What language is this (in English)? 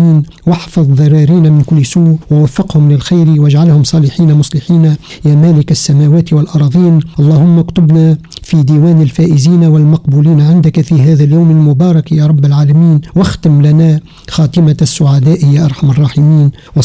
Arabic